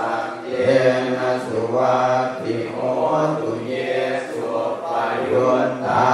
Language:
Pali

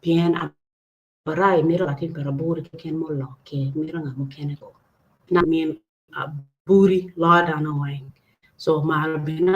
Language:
Acoli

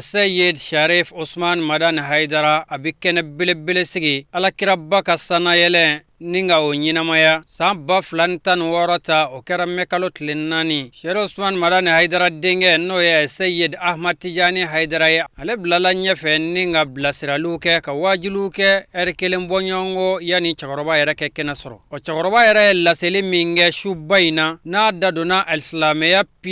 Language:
Bambara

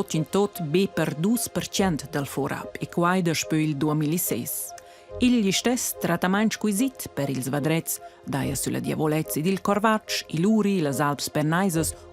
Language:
Romansh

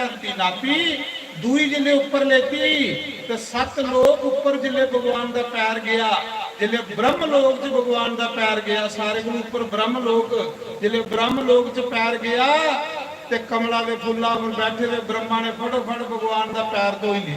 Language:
Dogri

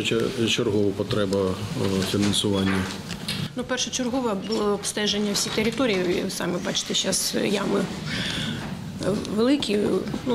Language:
Ukrainian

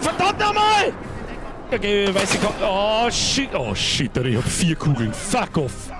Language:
Bavarian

